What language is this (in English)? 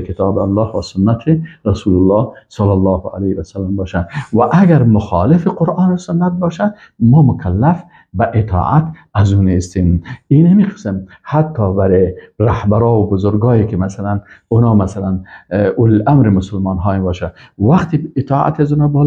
Persian